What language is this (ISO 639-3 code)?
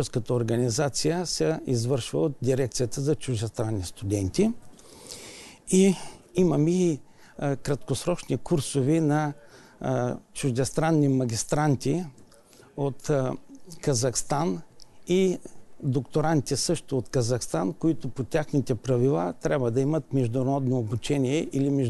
bul